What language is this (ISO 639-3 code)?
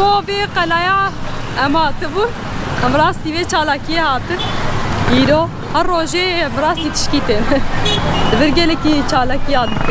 kur